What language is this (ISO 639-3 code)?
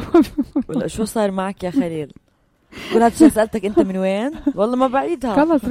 apc